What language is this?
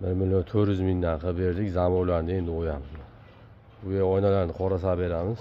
Uzbek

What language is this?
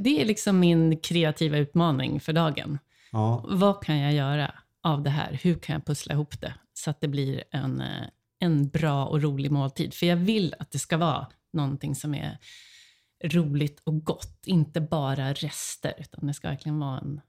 Swedish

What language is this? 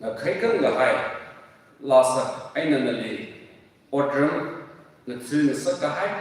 Tangkhul Naga (India)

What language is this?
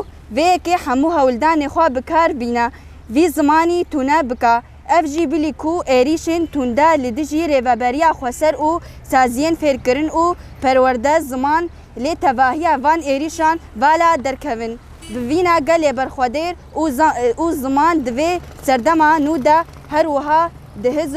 Kurdish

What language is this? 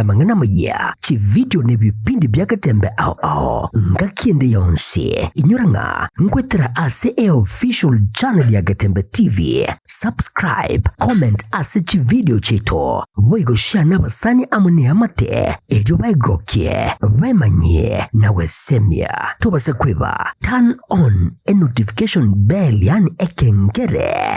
Gusii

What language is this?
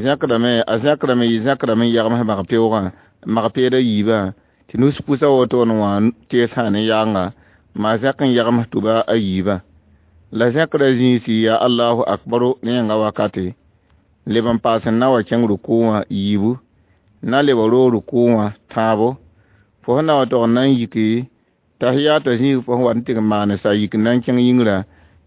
Mossi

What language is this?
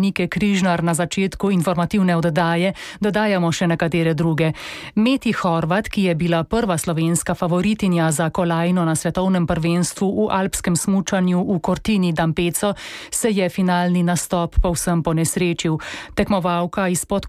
Slovenian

